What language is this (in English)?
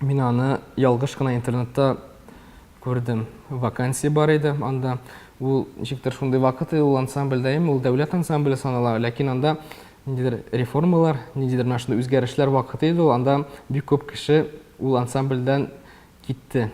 Tatar